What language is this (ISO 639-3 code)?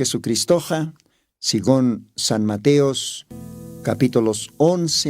aym